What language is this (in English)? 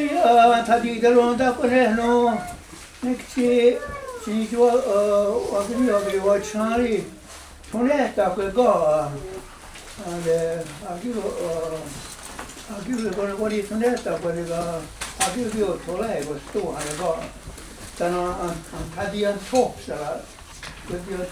Mohawk